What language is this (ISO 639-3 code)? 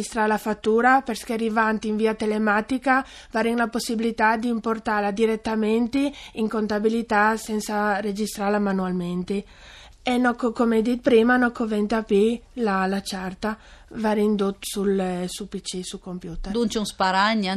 fur